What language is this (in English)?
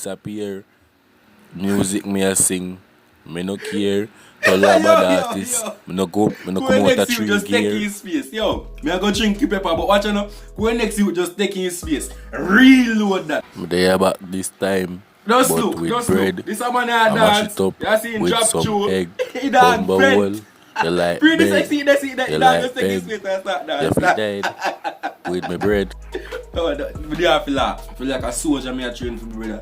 Jamaican Creole English